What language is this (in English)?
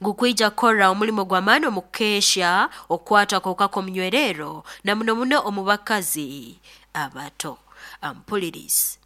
Nyoro